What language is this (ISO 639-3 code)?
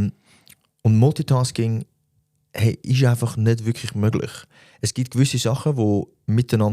gsw